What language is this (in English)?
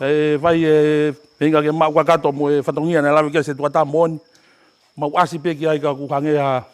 Tongan